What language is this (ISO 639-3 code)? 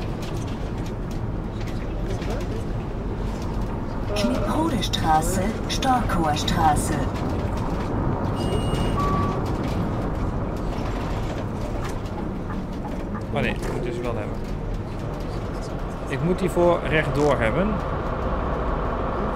nld